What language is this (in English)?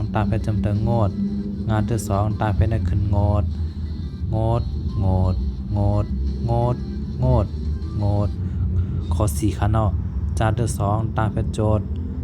Shan